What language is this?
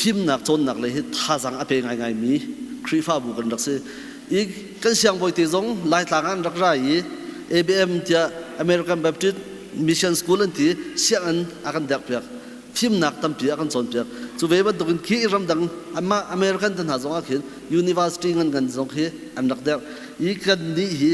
Hakha Chin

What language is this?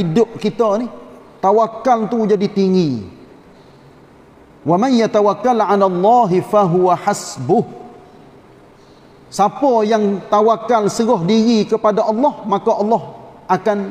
Malay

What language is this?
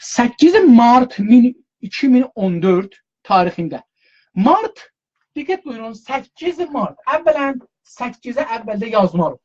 South Azerbaijani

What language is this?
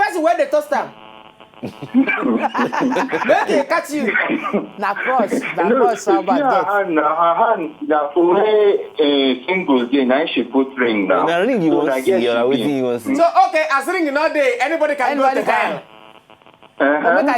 Nigerian Pidgin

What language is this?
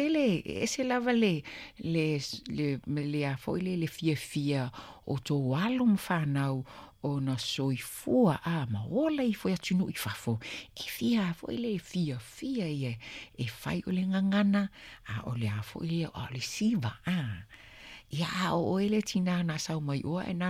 Samoan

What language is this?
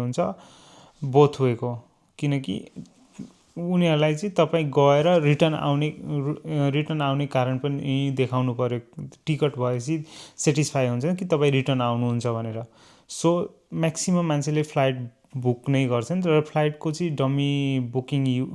Nepali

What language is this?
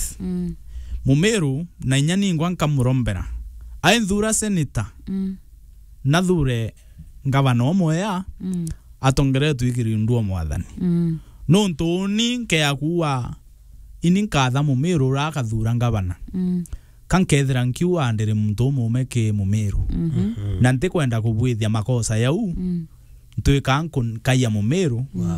Meru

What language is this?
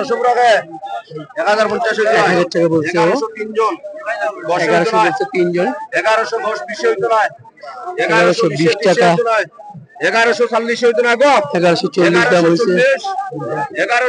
Sylheti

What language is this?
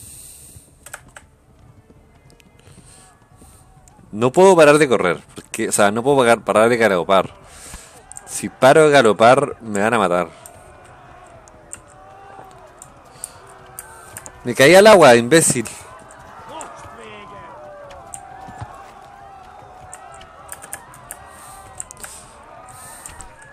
Spanish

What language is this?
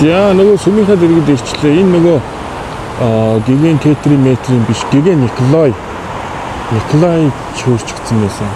Mongolian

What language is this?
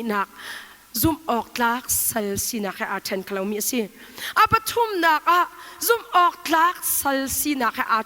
Hakha Chin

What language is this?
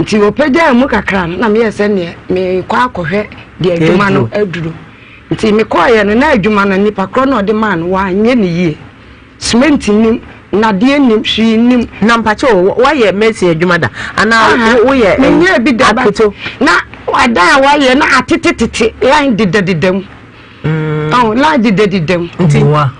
Akan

